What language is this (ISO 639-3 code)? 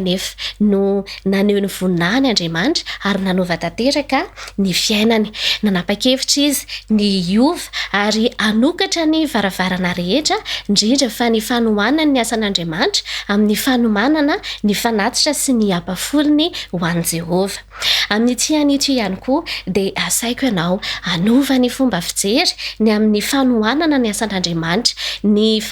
mlg